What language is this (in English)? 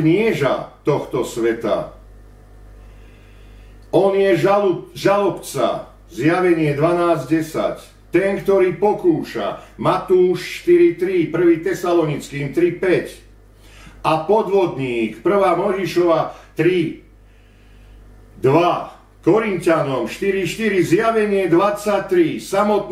Slovak